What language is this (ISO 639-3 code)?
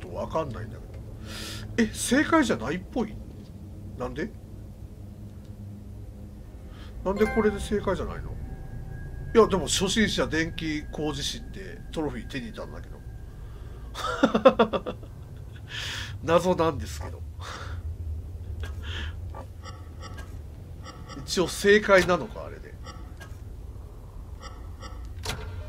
jpn